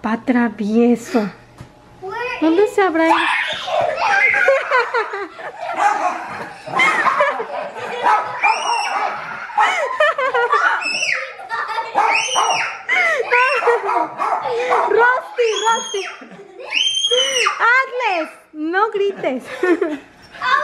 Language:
Spanish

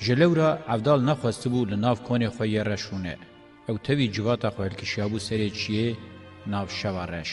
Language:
Kurdish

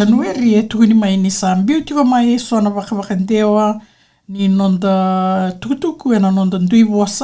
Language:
Fijian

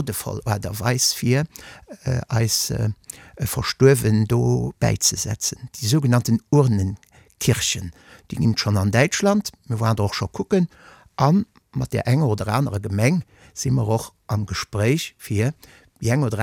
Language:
Luxembourgish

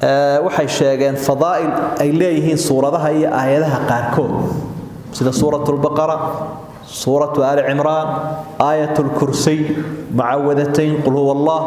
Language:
Somali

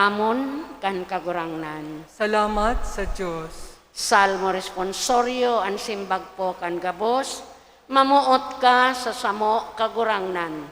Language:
Bikol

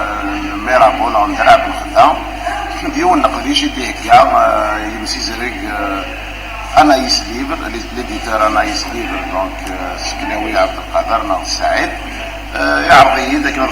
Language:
Kabyle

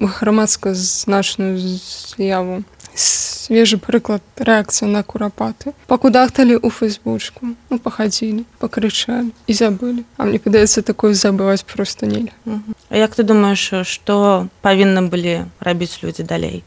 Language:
Belarusian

